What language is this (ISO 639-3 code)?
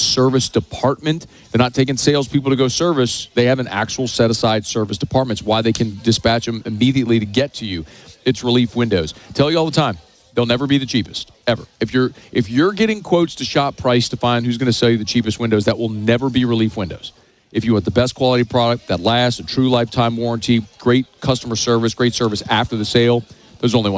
eng